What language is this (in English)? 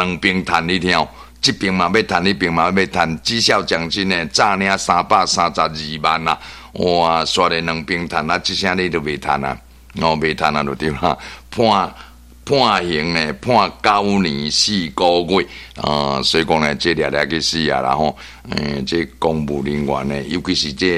Min Nan Chinese